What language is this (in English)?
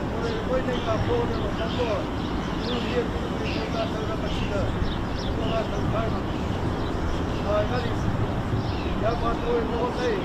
Māori